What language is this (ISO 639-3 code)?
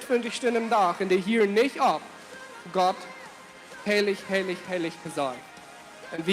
pdt